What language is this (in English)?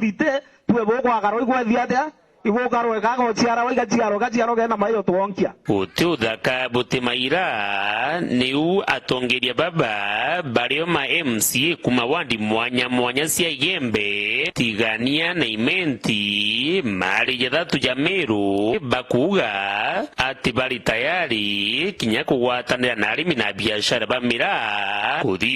Meru